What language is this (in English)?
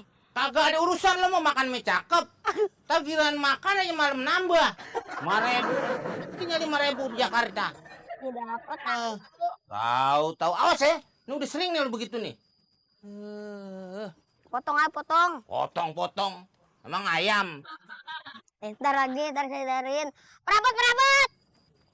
Betawi